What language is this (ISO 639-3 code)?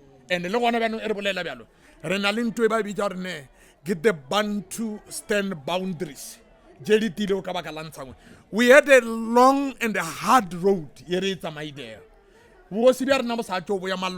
nso